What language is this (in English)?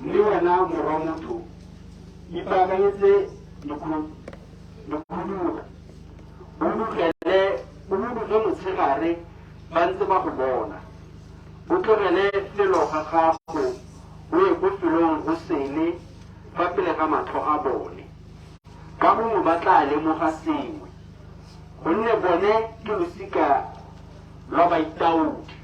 Tswana